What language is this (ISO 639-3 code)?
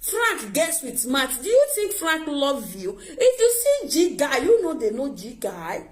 pcm